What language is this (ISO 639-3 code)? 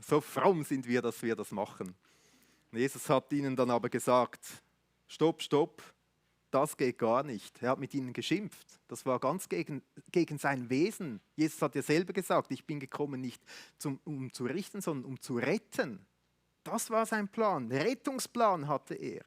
gsw